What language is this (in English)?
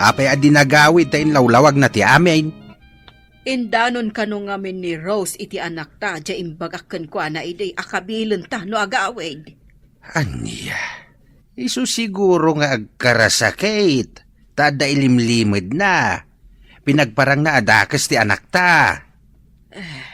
Iloko